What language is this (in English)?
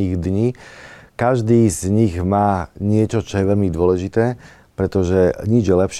Slovak